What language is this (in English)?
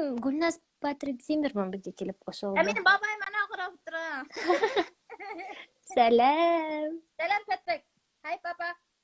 Bashkir